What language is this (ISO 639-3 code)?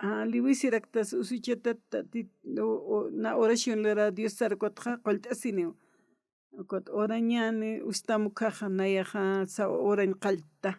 aym